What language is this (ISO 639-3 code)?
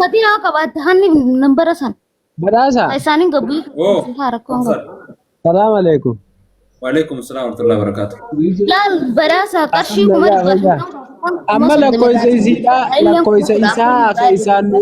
orm